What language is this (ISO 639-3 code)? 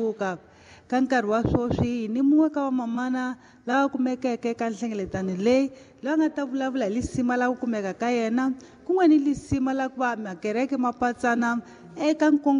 tso